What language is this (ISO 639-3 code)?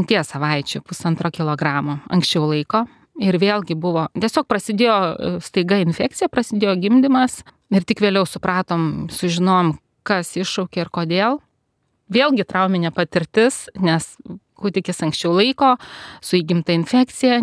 lit